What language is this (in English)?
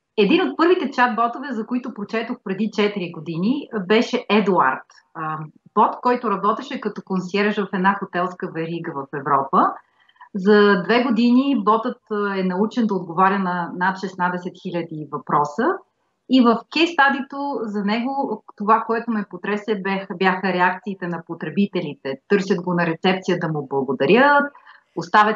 Bulgarian